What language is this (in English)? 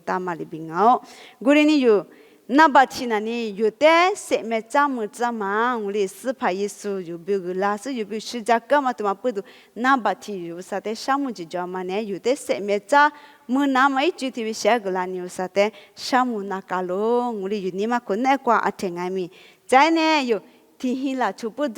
Lisu